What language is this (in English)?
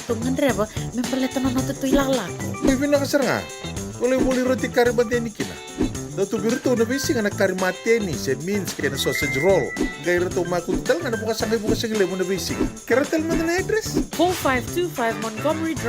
Fijian